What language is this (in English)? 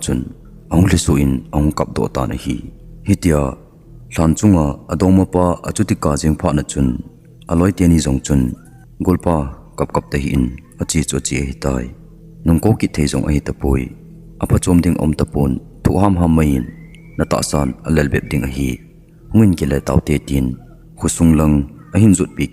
Thado Chin